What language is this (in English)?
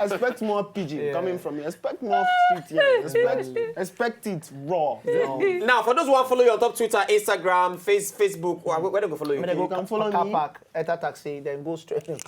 Nigerian Pidgin